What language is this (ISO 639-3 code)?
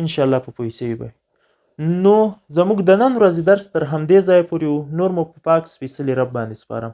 pus